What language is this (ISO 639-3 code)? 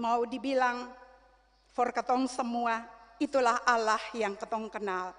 abs